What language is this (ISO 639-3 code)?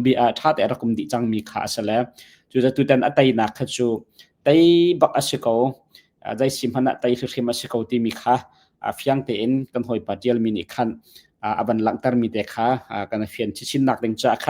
cnh